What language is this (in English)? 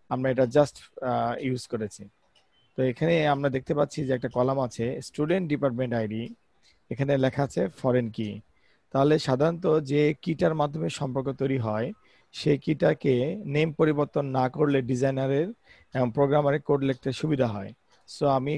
Bangla